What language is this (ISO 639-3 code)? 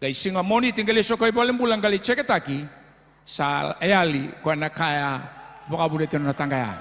fij